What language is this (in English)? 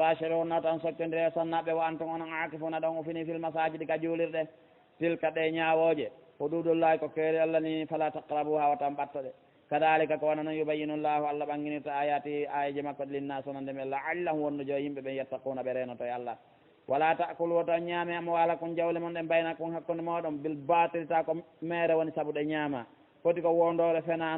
Fula